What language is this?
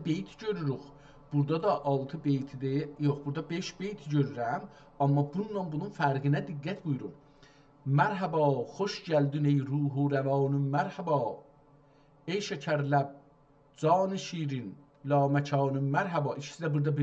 South Azerbaijani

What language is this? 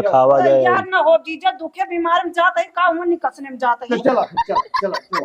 Awadhi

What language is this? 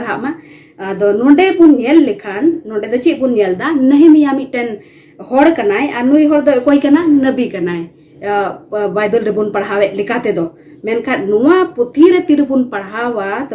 Santali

